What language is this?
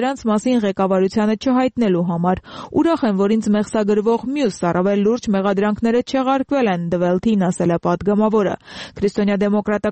Armenian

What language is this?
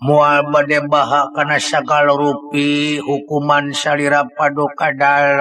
Sundanese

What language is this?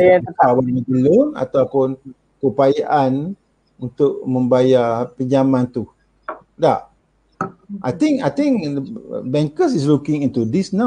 Malay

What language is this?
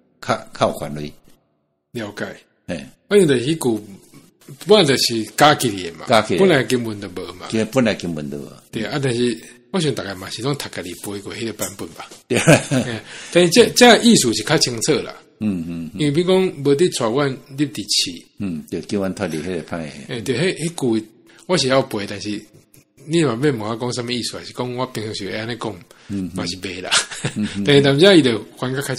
Min Nan Chinese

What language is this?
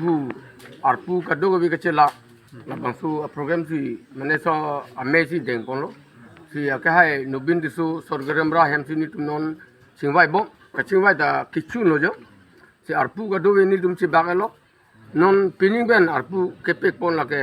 Karbi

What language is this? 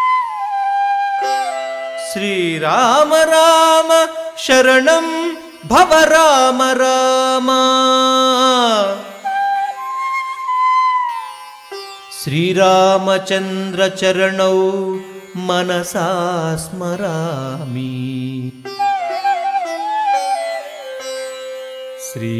Telugu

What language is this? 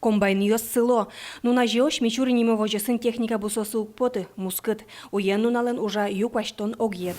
Udmurt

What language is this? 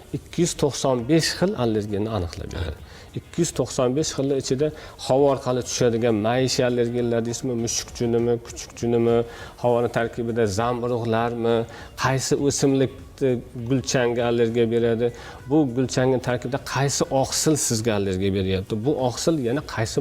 Uzbek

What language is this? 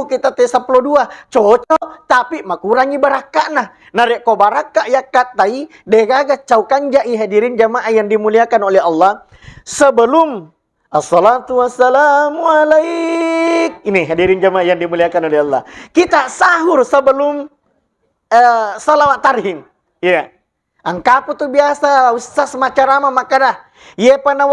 Buginese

